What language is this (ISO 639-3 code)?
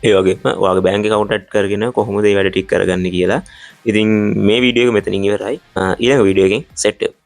sin